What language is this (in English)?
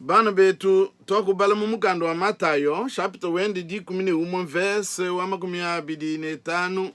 Luba-Lulua